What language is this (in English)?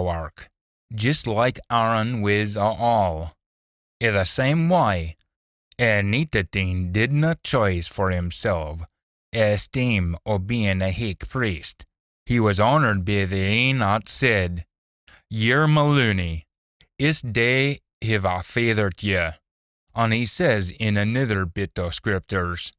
Scots